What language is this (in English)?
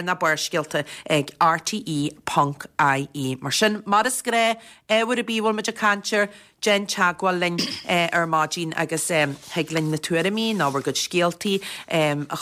Irish